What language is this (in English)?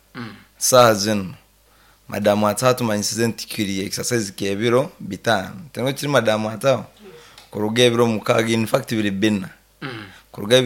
Nyankole